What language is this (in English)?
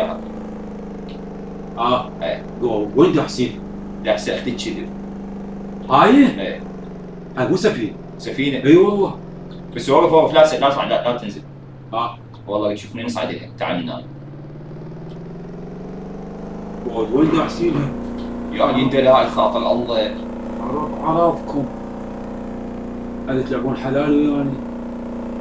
Mesopotamian Arabic